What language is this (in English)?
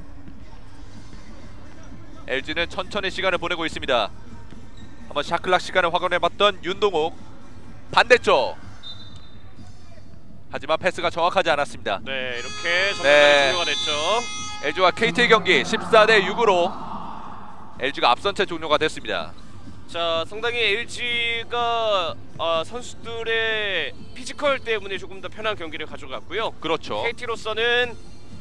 Korean